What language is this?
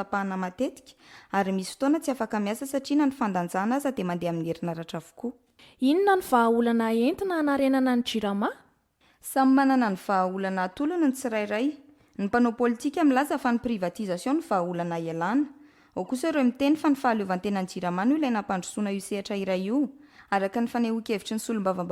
Malagasy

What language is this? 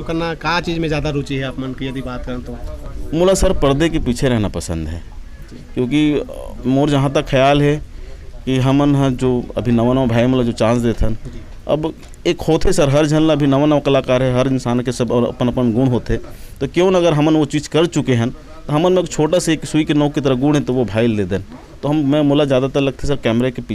Chhattisgarhi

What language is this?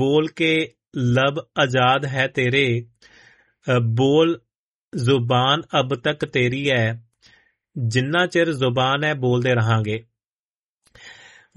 Punjabi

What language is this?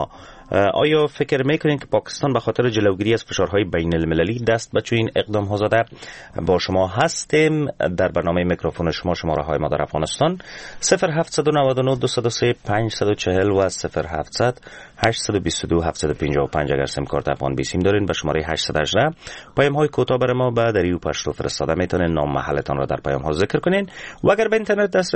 Persian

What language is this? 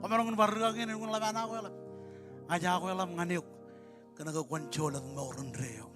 Marshallese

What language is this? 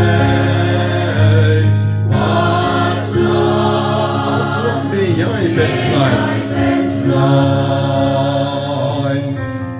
Khasi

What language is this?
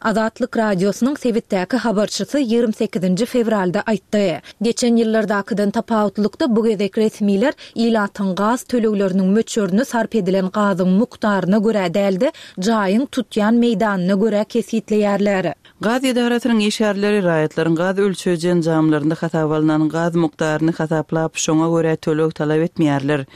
Turkmen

